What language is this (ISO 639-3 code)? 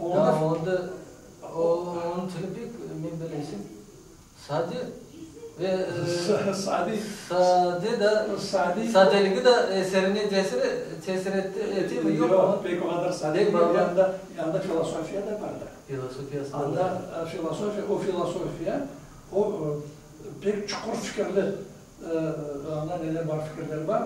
crh